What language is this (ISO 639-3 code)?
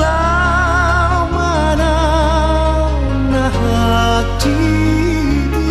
bbc